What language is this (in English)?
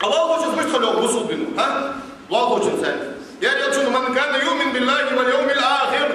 Ingush